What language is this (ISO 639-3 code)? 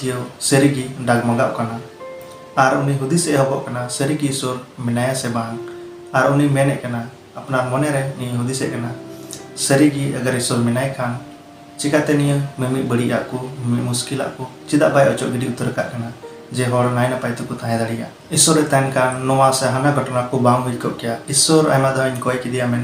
sat